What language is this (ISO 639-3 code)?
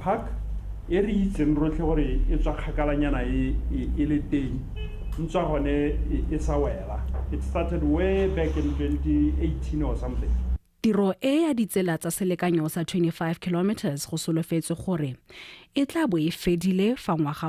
tsn